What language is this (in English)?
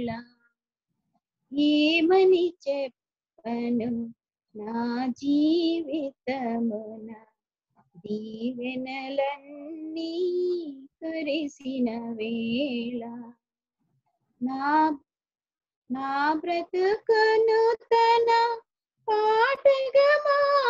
Telugu